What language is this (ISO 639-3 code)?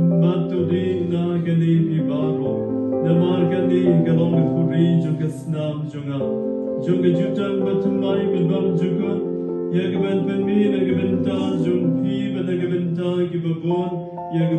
kha